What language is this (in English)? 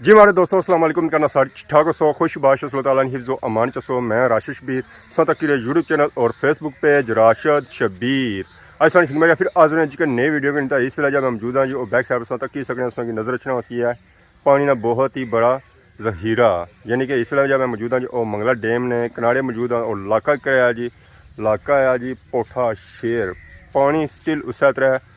Pahari-Potwari